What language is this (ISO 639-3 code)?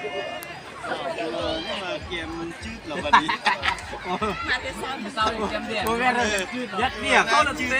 lao